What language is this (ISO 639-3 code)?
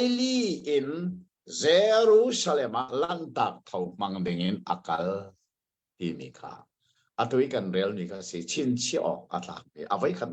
cnh